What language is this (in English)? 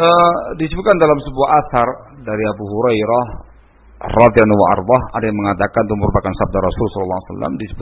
Indonesian